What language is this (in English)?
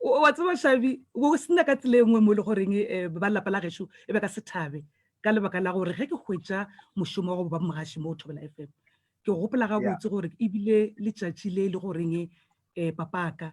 Northern Sotho